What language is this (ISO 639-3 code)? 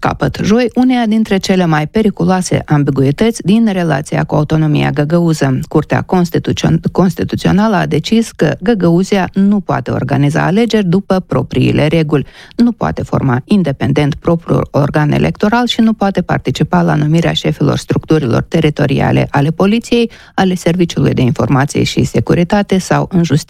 ron